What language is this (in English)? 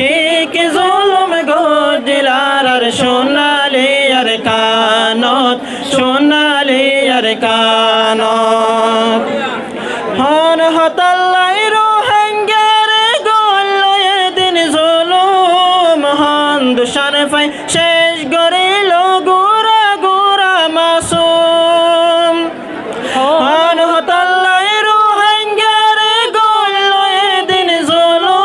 Rohingya